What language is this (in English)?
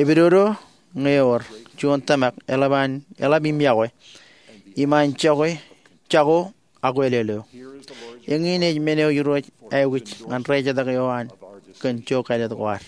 Marshallese